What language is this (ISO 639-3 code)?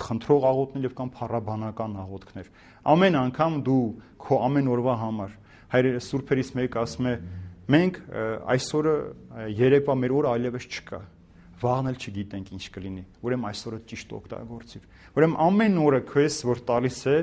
hye